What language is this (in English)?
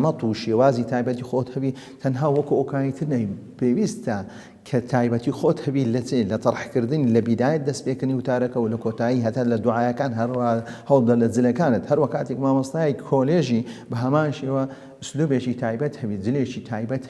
Central Kurdish